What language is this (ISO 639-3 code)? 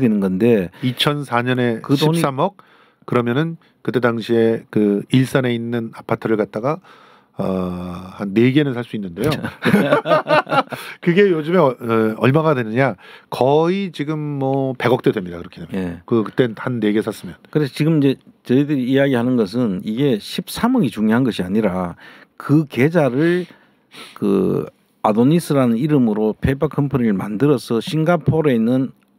kor